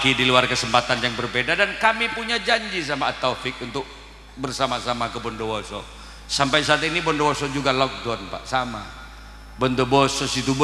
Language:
Madurese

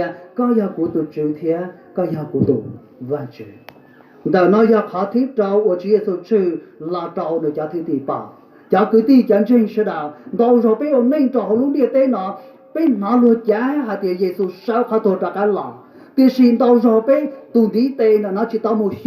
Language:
Hmong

